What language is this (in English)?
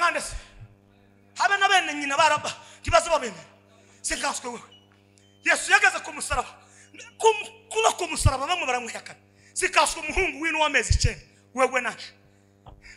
Kinyarwanda